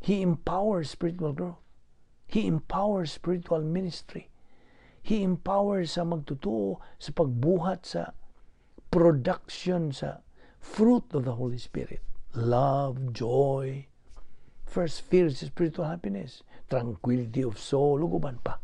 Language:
Cebuano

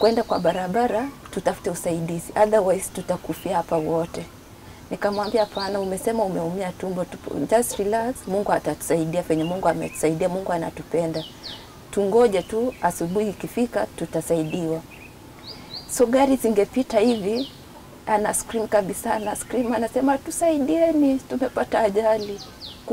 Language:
Swahili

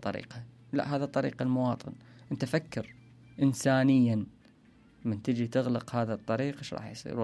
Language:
Mesopotamian Arabic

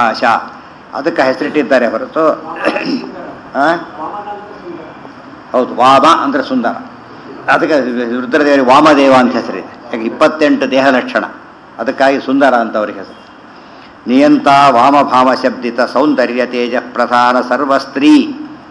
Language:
Kannada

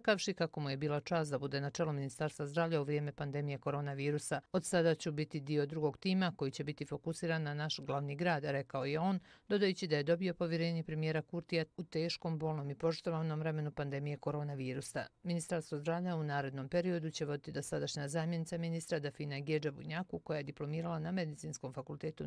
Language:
Bosnian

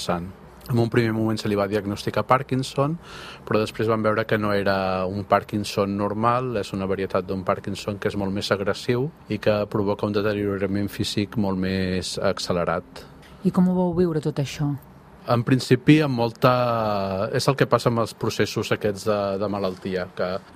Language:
Catalan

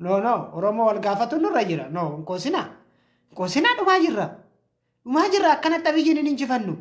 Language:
Oromo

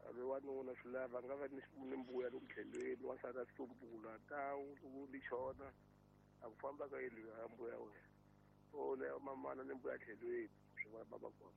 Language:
Tsonga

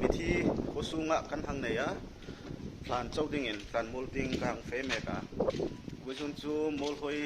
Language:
Hmar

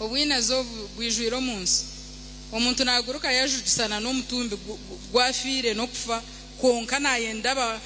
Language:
Nyankole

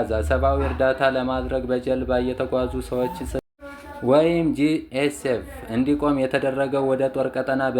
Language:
Amharic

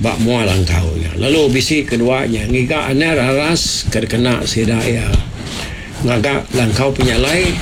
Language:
Iban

